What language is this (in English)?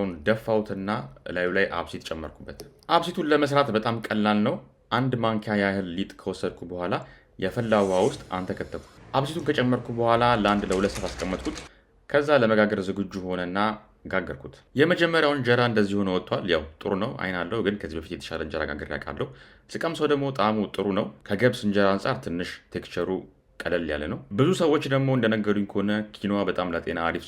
Amharic